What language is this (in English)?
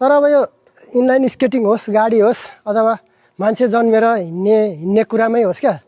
Nepali